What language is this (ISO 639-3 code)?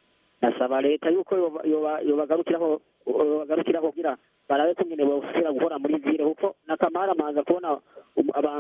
kin